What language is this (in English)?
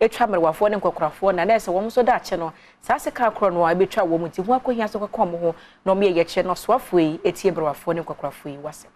Akan